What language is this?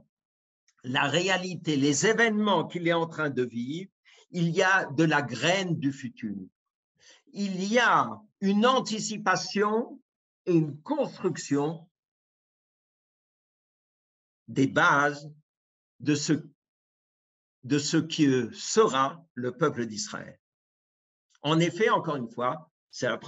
French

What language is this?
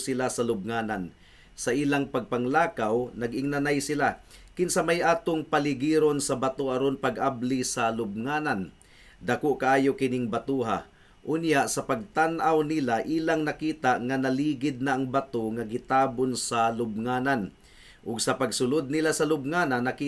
Cebuano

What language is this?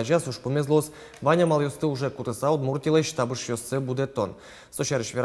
Udmurt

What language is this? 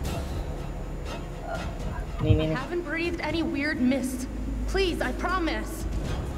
Thai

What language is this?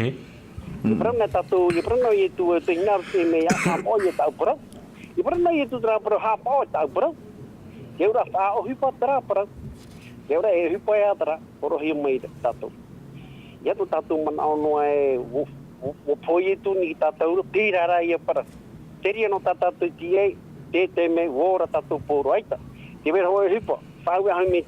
Tahitian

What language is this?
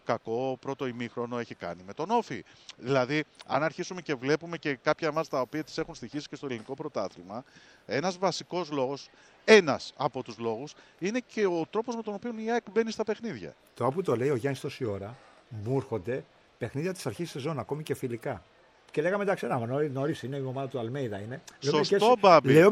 Greek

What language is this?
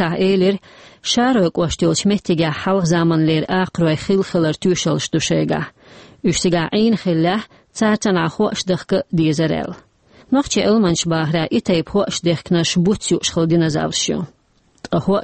Chechen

